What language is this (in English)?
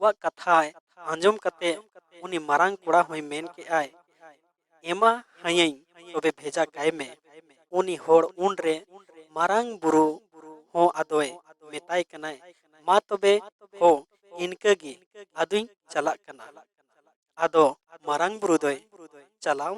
Santali